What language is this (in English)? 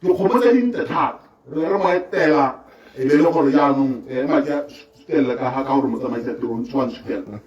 Tswana